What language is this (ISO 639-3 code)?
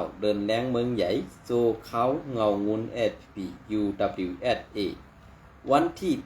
shn